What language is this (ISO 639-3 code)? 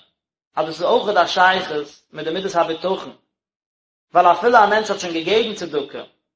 yid